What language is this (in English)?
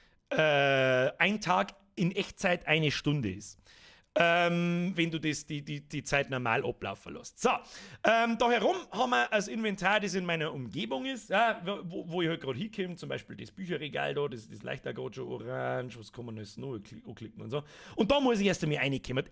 Bavarian